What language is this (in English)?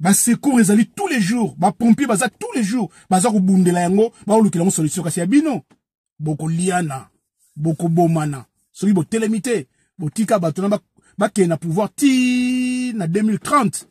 Lingala